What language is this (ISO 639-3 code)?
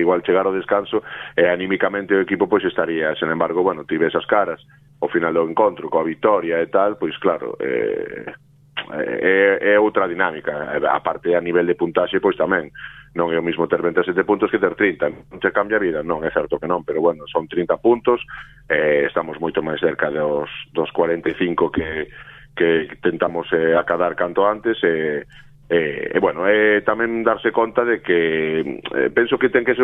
glg